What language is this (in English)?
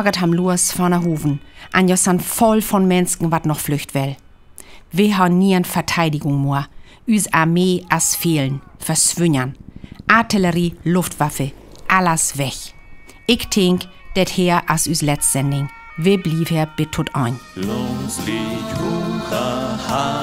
Northern Frisian